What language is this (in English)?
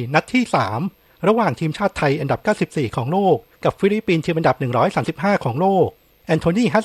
Thai